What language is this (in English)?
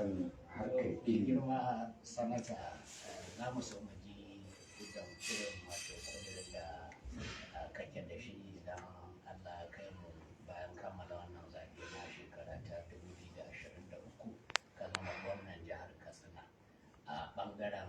Hausa